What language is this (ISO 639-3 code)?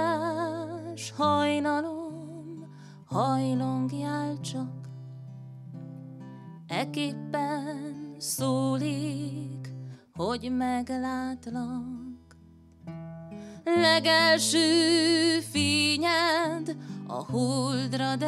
hun